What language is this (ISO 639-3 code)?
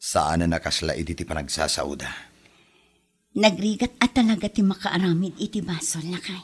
ilo